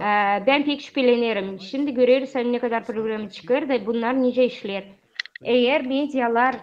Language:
Gagauz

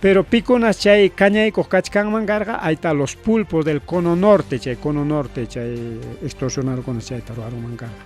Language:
Ayacucho Quechua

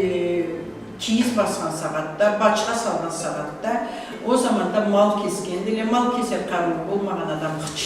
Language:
Karachay-Balkar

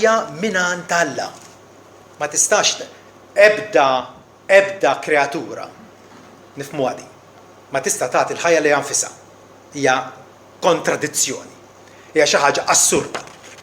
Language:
Maltese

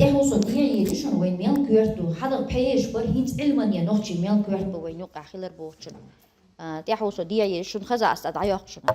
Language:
Chechen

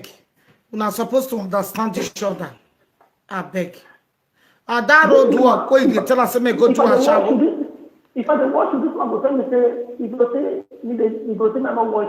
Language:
Nigerian Pidgin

